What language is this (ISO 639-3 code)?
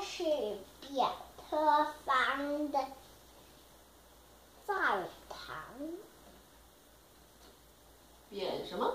zho